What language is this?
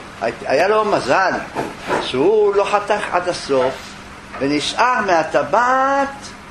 Hebrew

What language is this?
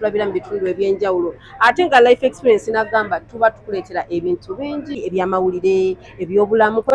Ganda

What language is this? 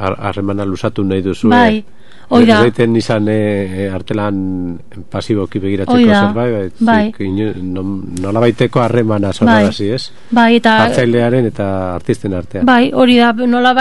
Basque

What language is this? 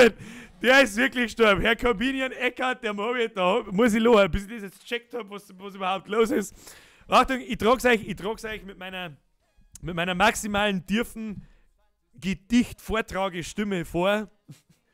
Bavarian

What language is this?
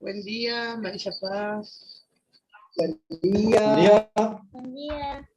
Guarani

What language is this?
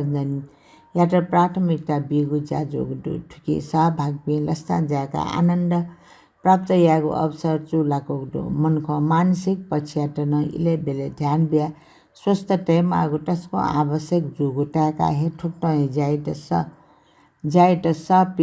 Newari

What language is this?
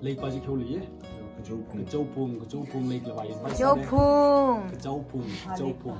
Tangkhul Naga (India)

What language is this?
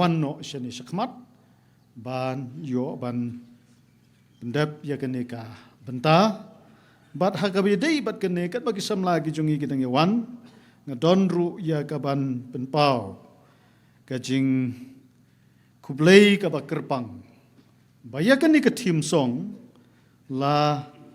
Khasi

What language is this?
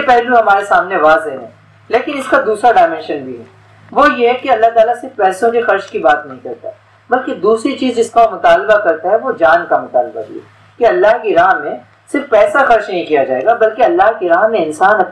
Urdu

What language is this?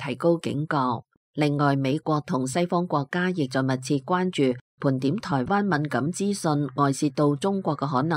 Cantonese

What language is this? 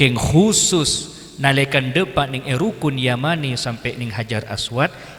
Madurese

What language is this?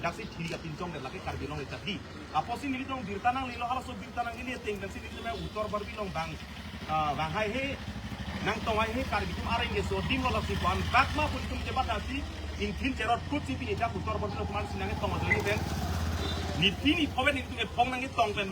Karbi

